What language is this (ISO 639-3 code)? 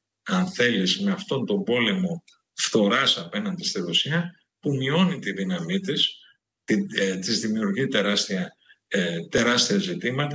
ell